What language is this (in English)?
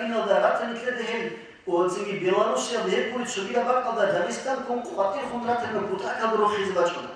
Avaric